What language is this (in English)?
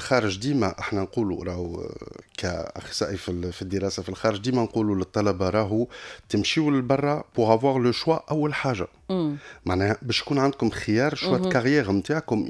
Tunisian Arabic